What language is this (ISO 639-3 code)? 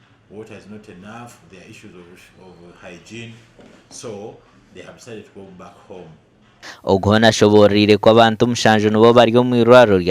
nyn